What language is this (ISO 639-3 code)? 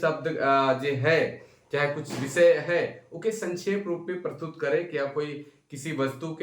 sck